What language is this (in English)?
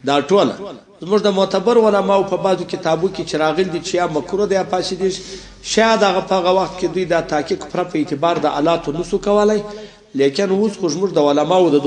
Pashto